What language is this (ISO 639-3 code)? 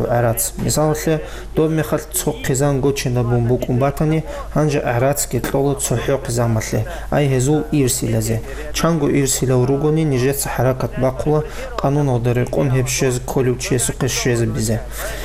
ava